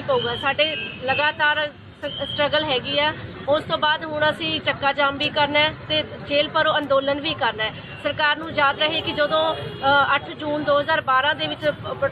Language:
Punjabi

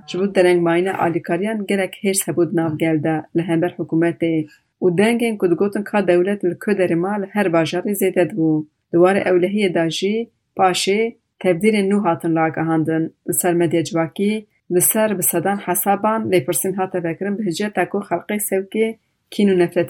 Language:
Kurdish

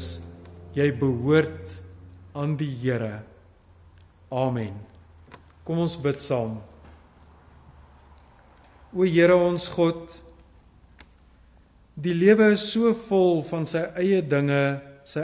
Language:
Afrikaans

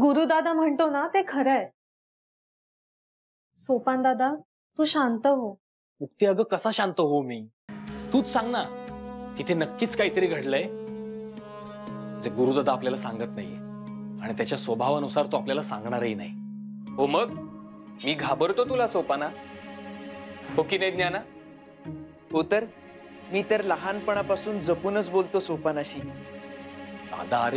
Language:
Marathi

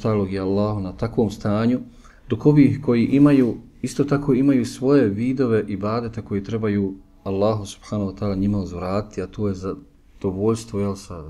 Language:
Bosnian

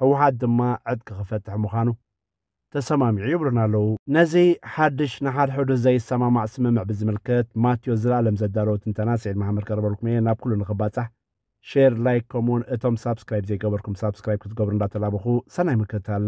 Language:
Tigrinya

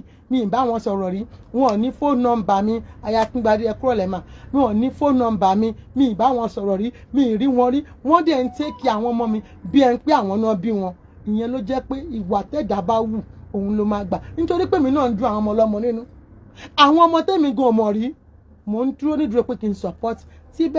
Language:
Yoruba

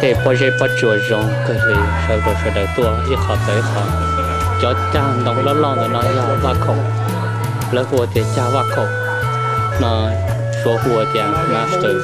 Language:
Hmong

